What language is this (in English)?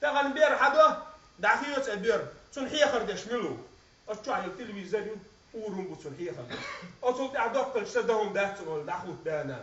Chechen